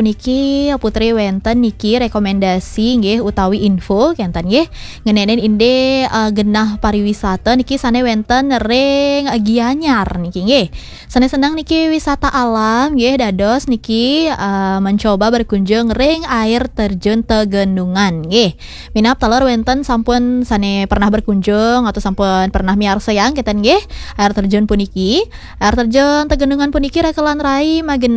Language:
Balinese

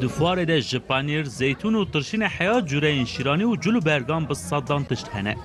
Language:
Kurdish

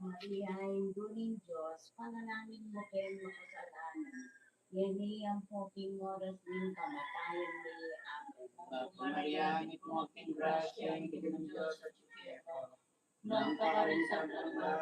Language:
Pampanga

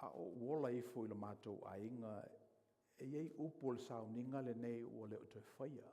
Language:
Samoan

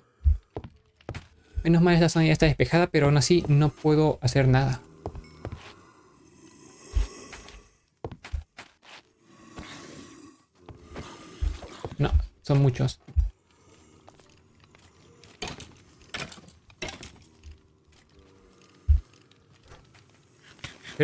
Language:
Spanish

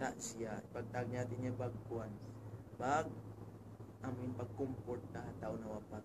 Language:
Tausug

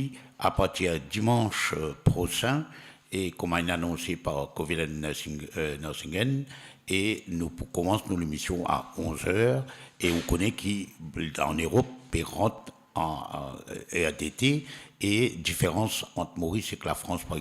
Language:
Morisyen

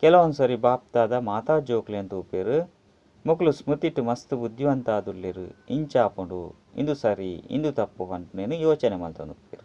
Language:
Tulu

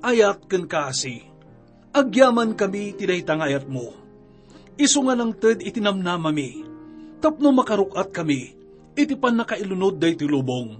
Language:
Iloko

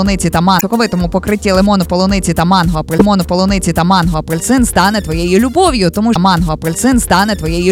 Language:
Ukrainian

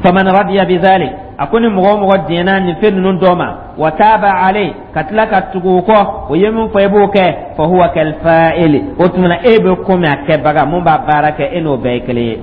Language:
Dyula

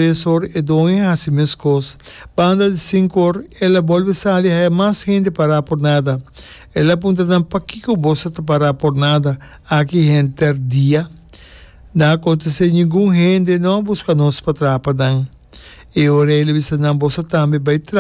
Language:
Papiamento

